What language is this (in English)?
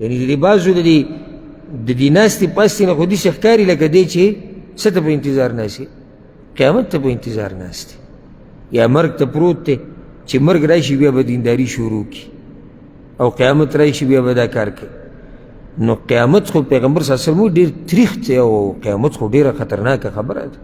Pashto